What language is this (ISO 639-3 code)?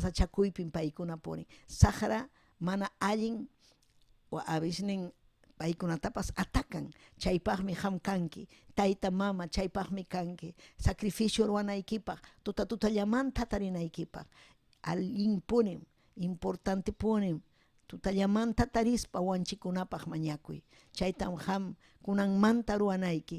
quy